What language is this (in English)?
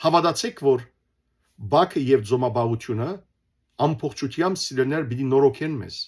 Western Armenian